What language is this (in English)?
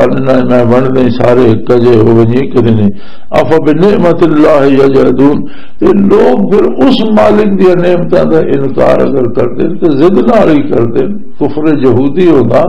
Western Panjabi